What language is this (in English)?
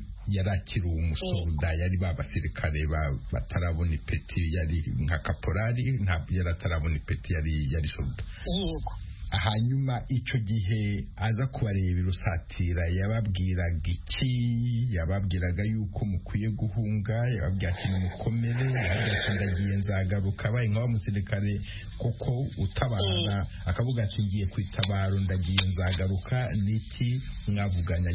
Kinyarwanda